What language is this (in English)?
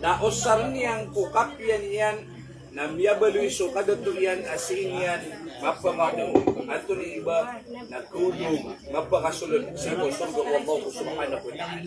Maranao